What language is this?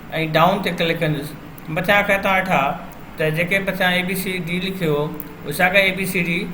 Sindhi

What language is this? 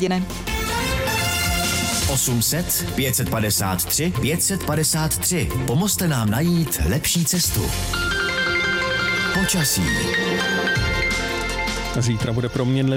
Czech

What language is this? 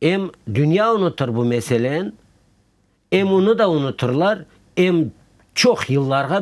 Crimean Tatar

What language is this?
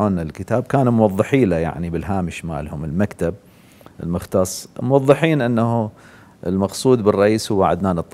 Mesopotamian Arabic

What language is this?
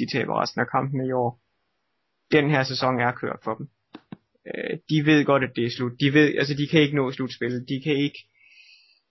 Danish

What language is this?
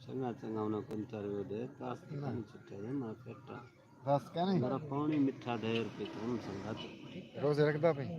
Saraiki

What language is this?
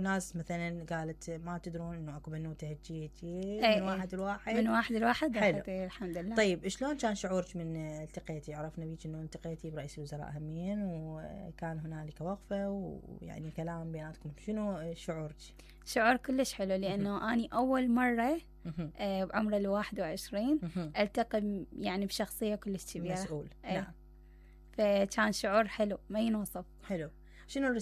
Mesopotamian Arabic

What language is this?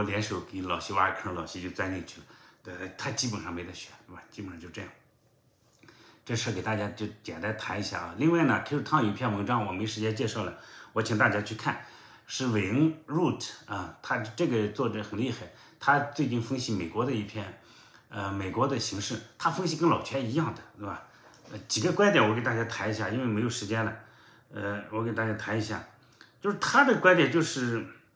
Chinese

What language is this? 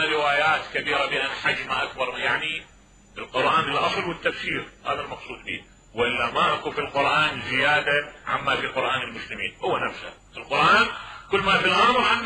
Mesopotamian Arabic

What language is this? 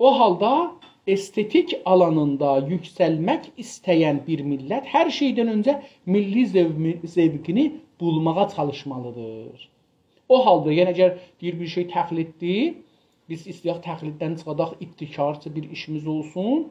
South Azerbaijani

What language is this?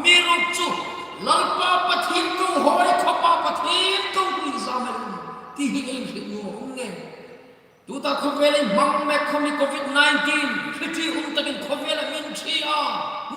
Hmar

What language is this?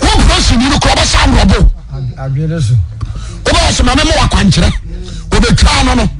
Akan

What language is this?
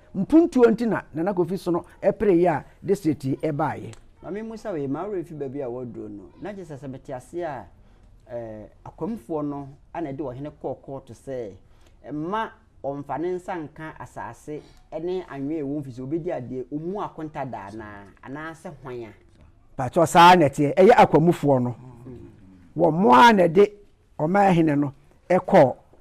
Akan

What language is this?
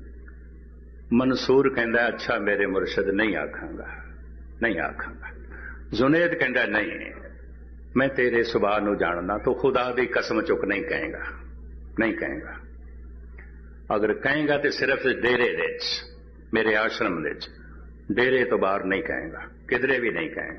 Punjabi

